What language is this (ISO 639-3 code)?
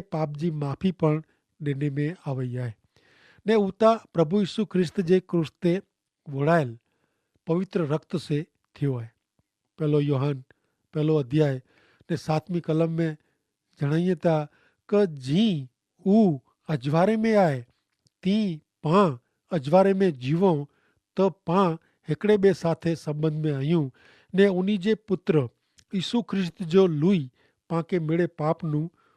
kfr